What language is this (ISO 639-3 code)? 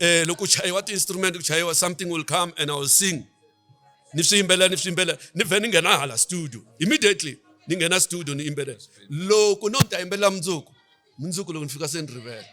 tso